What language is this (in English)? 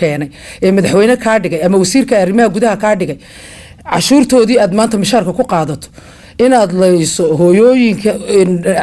Somali